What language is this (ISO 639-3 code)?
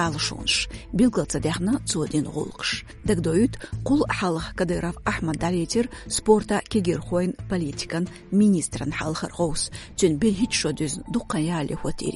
che